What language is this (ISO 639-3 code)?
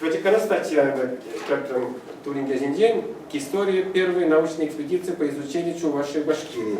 chv